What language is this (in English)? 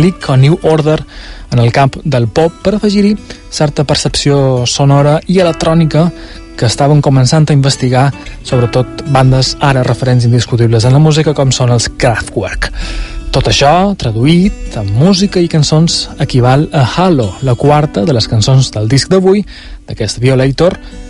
Catalan